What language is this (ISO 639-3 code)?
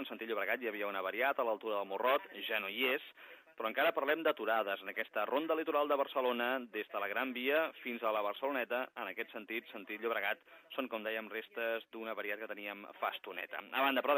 cat